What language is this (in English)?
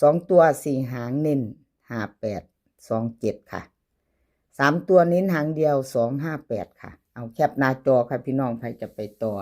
Northeastern Thai